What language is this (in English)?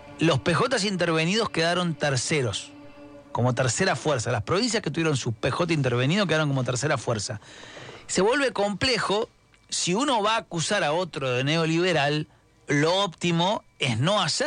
Spanish